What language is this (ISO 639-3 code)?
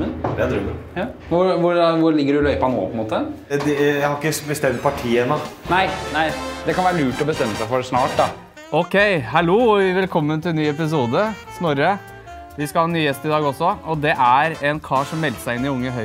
nor